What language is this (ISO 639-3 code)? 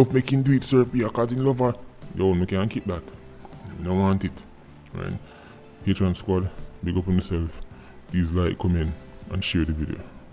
jam